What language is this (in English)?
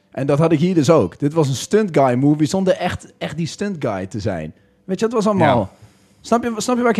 Dutch